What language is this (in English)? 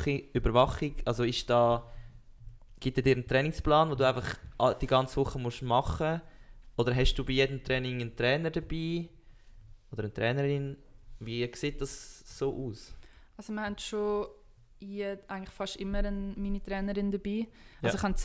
Swiss German